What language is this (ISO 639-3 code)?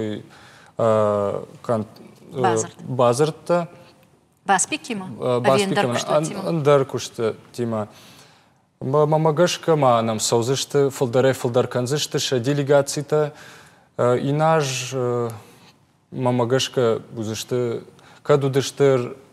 oss